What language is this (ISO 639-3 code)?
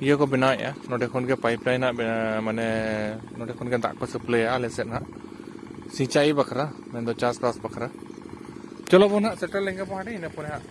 sat